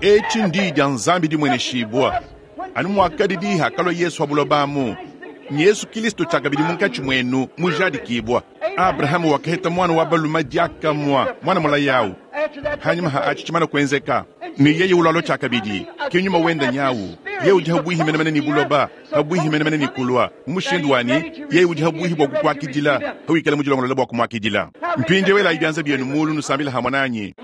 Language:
Luba-Lulua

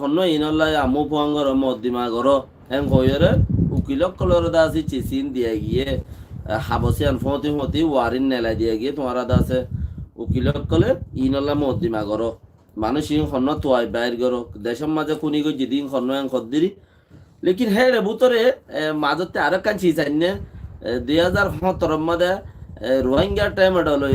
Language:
Rohingya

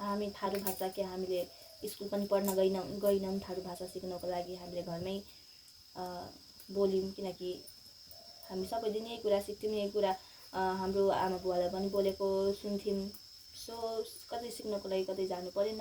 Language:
Nepali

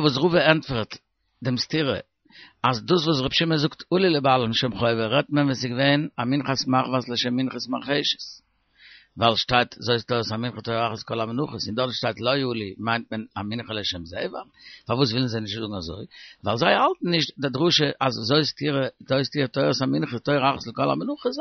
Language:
Yiddish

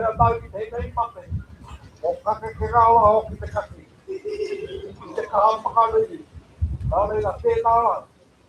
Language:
Māori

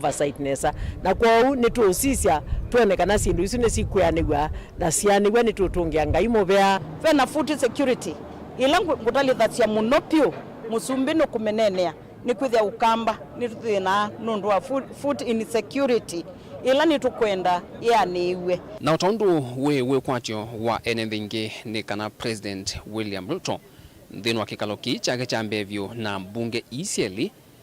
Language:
Kamba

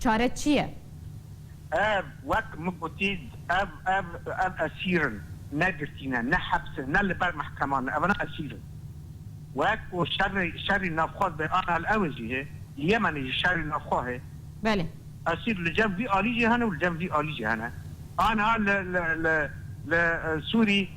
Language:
Kurdish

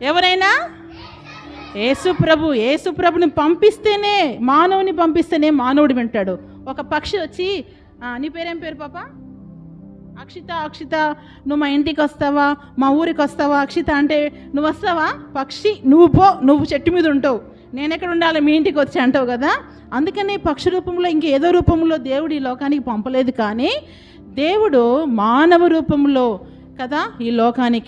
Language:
Telugu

